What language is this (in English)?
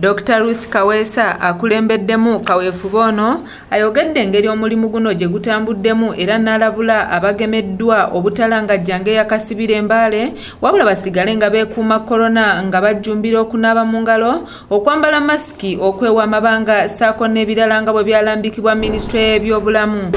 Ganda